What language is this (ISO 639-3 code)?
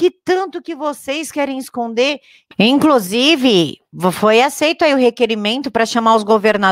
por